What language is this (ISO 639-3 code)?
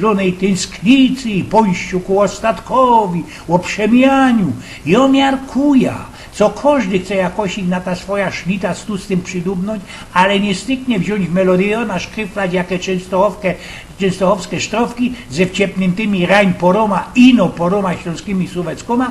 szl